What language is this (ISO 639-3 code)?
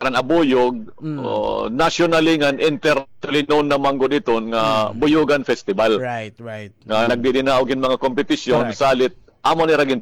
war